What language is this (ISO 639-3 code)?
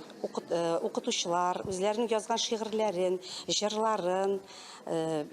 tat